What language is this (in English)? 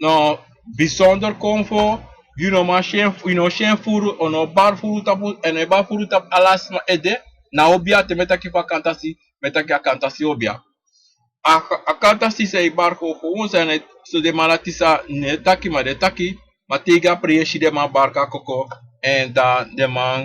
Sranan Tongo